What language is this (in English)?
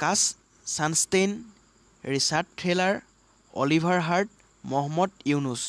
Assamese